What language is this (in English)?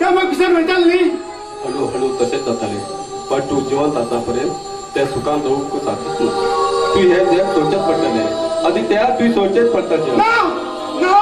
Konkani